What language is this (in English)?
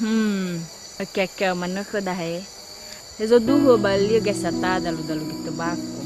Nias